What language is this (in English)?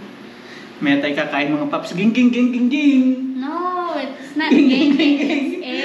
Filipino